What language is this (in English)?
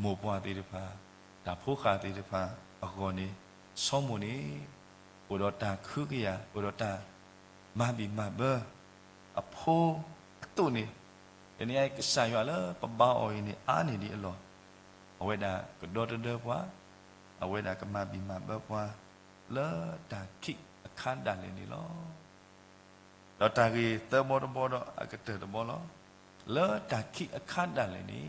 S'gaw Karen